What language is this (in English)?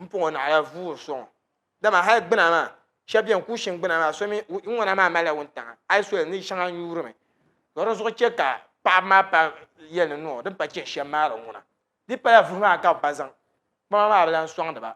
Dagbani